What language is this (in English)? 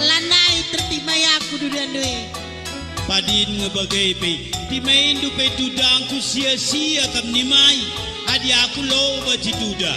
Batak Karo